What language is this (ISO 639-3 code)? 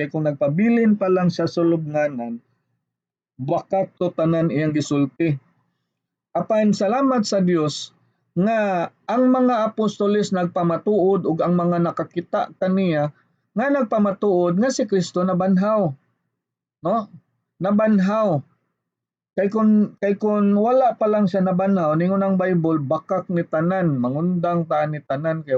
ceb